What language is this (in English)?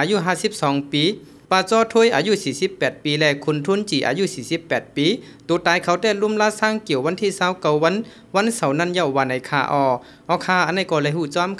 Shan